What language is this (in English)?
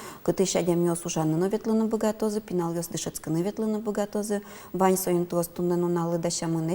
Udmurt